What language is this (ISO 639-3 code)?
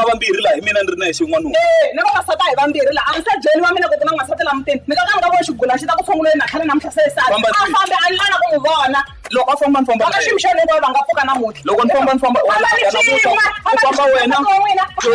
tso